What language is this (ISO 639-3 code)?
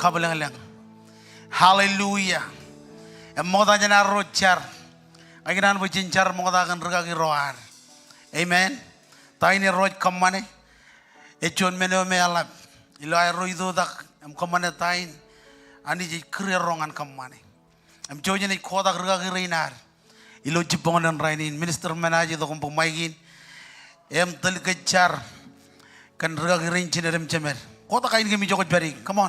mah